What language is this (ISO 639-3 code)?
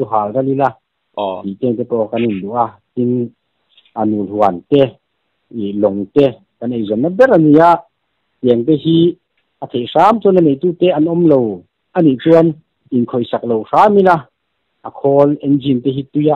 lus